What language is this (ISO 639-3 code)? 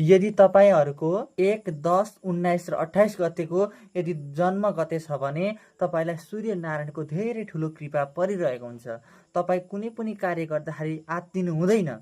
nep